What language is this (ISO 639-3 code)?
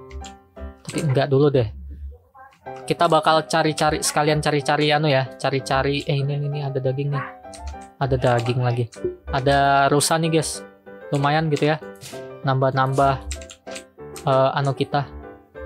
ind